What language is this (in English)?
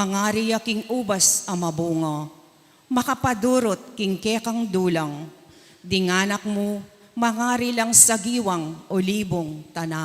Pampanga